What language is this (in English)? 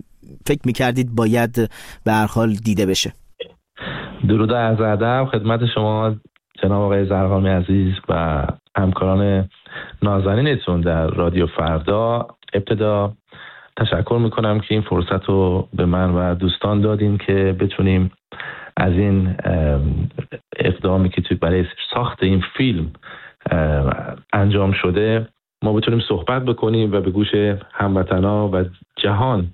Persian